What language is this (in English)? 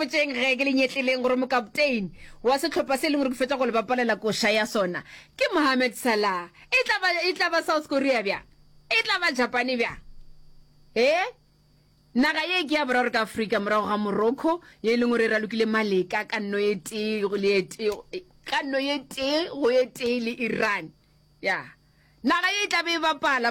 Northern Sotho